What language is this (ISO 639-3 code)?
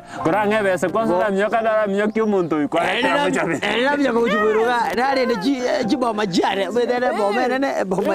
guz